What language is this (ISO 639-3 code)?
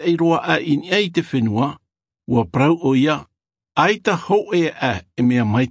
tah